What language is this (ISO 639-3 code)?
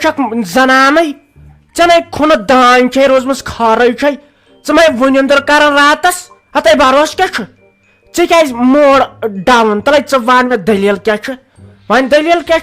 kas